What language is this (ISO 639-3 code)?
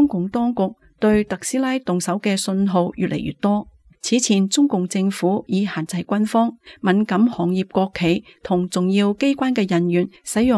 yue